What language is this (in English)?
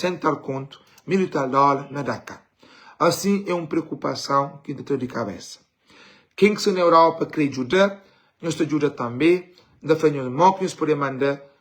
Kabuverdianu